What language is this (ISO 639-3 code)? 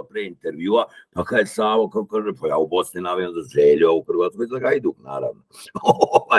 hrv